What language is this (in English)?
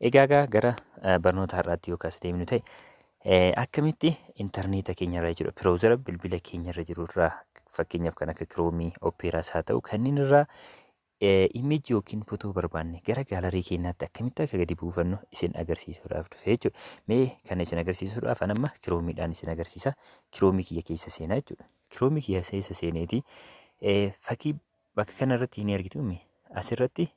Oromo